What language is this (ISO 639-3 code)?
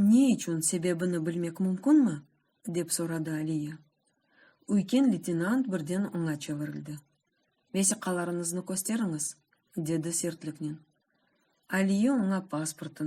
crh